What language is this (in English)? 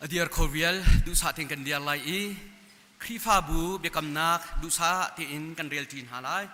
Hakha Chin